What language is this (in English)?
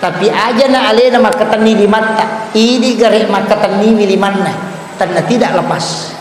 Buginese